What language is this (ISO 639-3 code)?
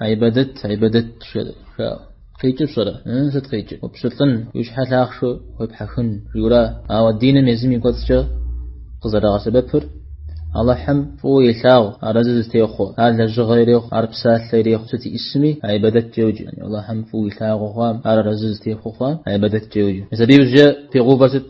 kbd